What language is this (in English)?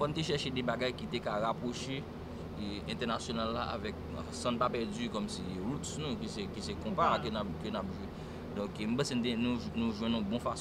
Haitian Creole